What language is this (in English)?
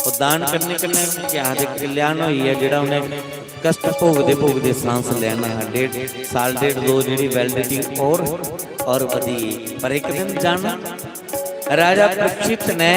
Dogri